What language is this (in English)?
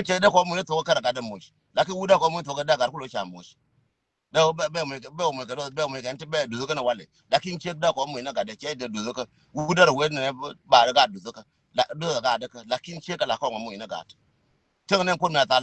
Nuer